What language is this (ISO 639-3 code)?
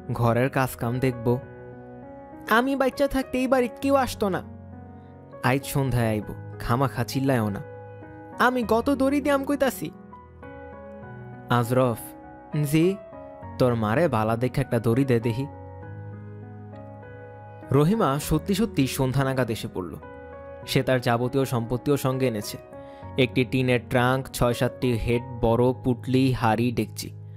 ben